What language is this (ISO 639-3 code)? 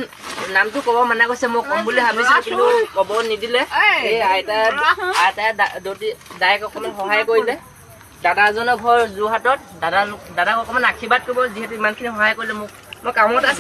asm